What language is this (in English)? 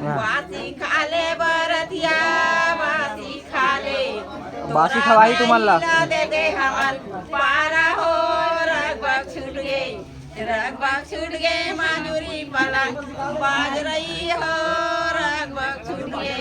Chhattisgarhi